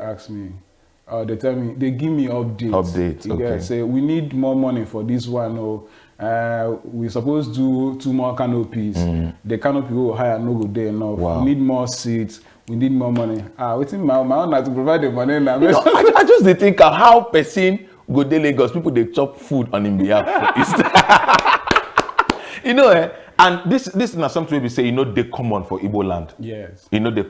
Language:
Nigerian Pidgin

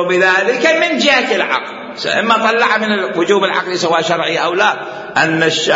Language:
Mesopotamian Arabic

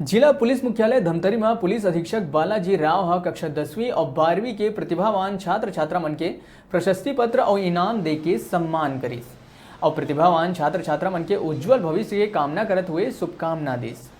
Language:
Chhattisgarhi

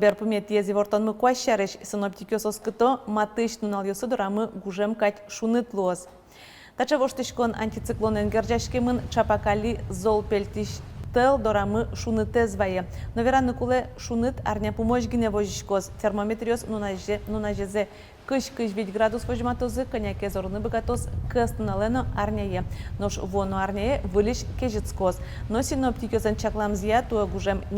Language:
Udmurt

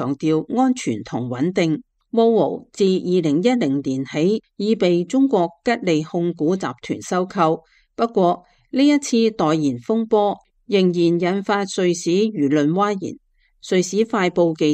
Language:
Cantonese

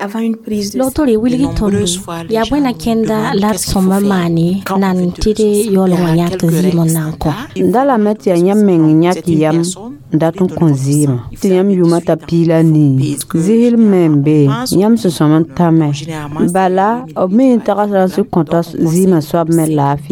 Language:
Mossi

